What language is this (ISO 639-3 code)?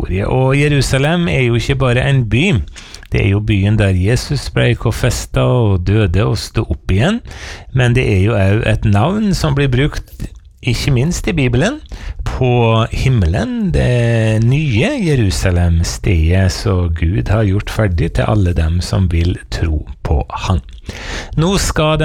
nor